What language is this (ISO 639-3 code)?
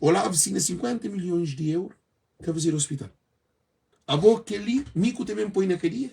kea